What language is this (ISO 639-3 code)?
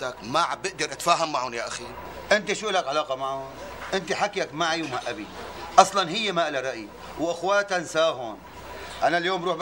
apc